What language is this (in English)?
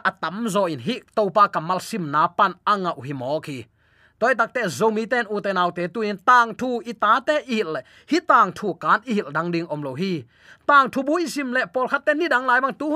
Tedim Chin